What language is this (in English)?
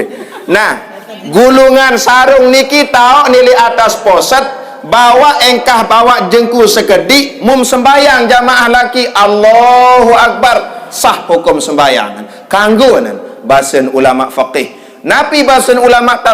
Sasak